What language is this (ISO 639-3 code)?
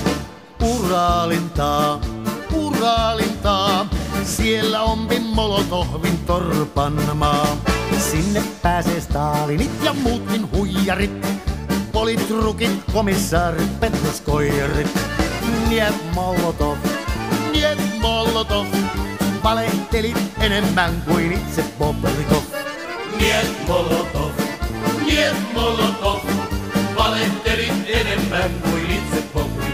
fin